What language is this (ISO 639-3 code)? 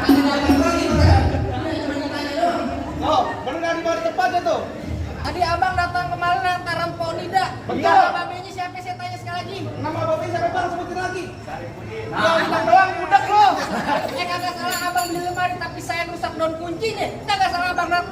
bew